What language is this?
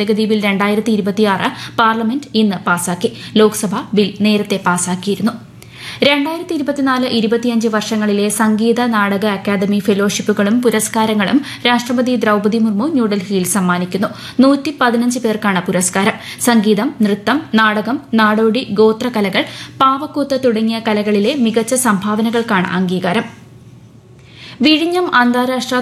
Malayalam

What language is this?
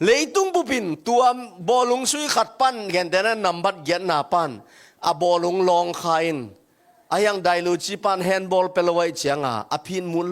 Tedim Chin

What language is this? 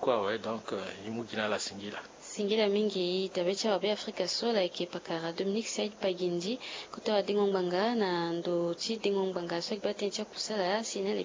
Sango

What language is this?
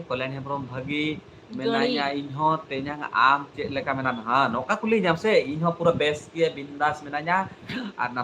Santali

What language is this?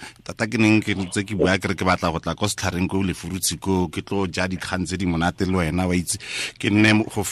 Tswana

